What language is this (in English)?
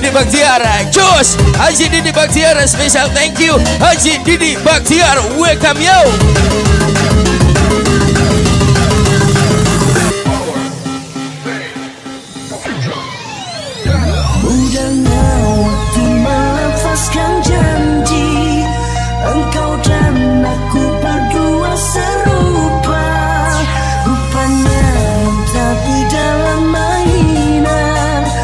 Malay